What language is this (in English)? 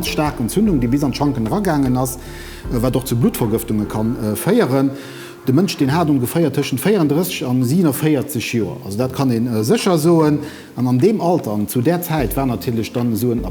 Luxembourgish